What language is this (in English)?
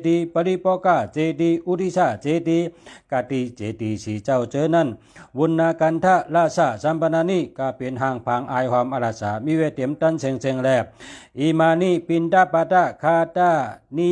Shan